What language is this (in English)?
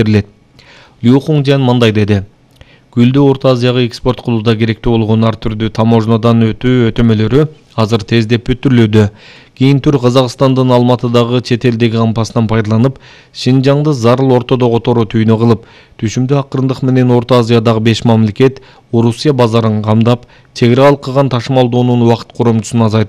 Kyrgyz